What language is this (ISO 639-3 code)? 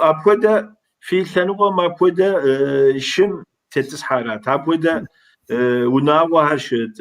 kbd